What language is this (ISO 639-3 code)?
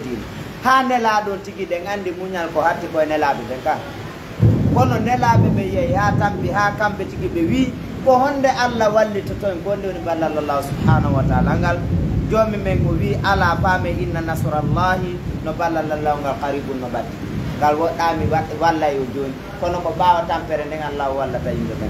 ful